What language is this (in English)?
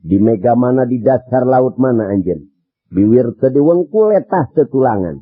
Sundanese